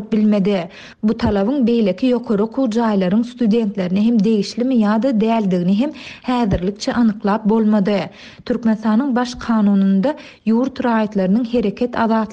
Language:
Turkmen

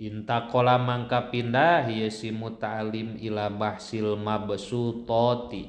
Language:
Sundanese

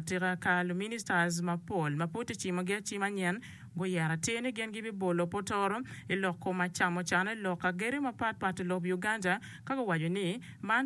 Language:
Acoli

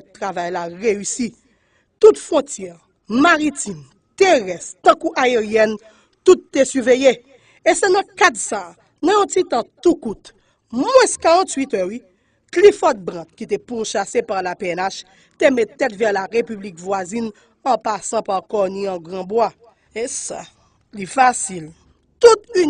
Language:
Haitian Creole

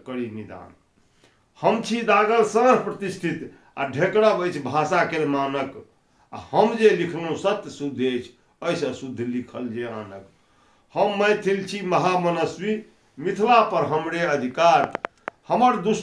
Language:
Maithili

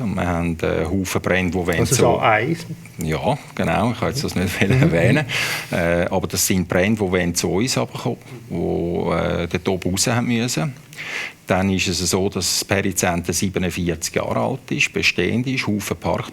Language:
Swiss German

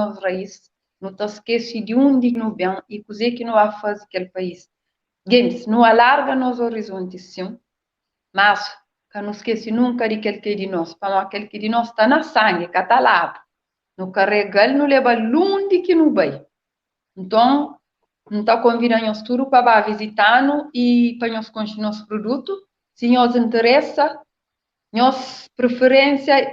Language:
Kabuverdianu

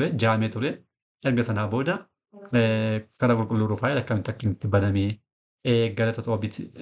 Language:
Oromo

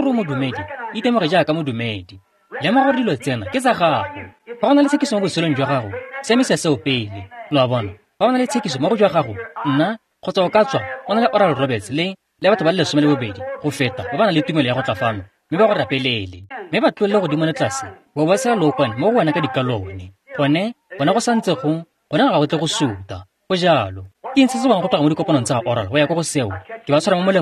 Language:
Tswana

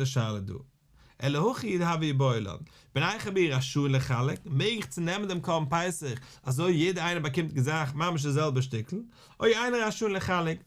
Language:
Yiddish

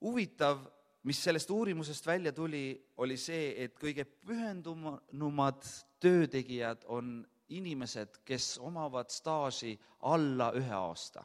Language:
Estonian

